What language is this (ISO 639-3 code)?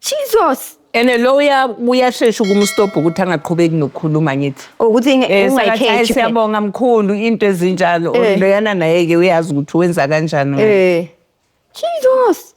zul